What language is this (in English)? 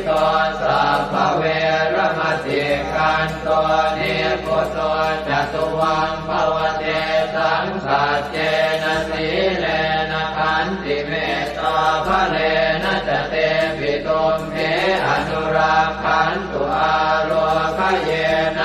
Pali